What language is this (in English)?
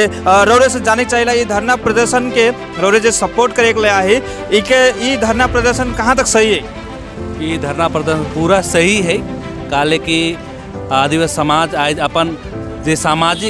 Sadri